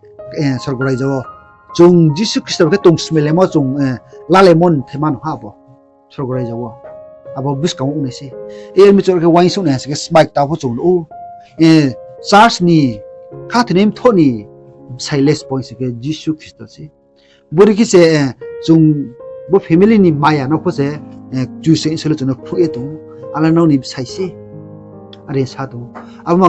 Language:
Riang (India)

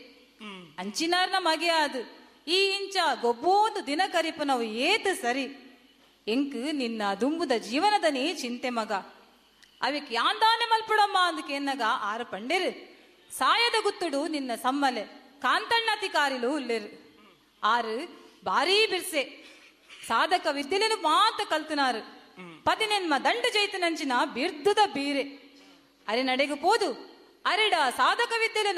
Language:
Tulu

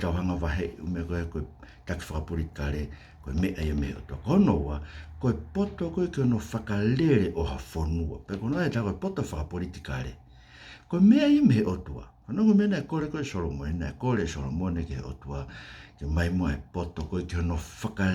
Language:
Tongan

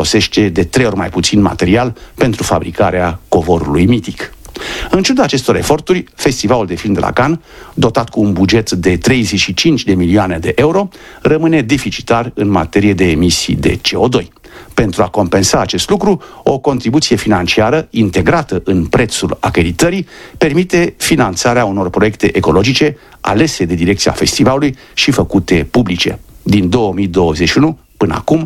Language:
Romanian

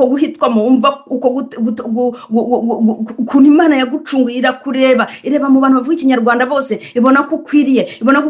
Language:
Kinyarwanda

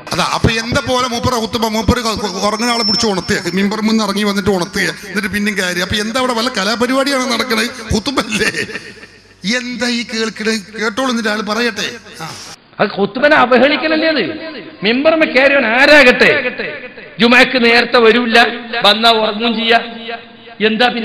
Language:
Malayalam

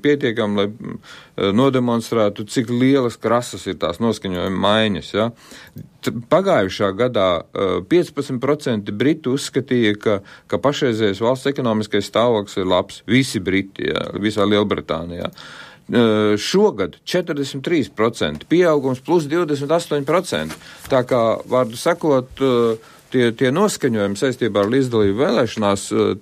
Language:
Latvian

